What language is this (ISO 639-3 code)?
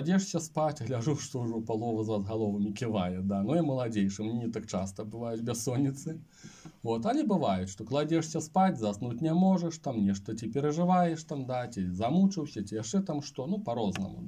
bel